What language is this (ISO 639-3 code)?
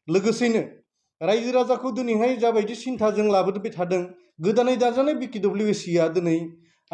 brx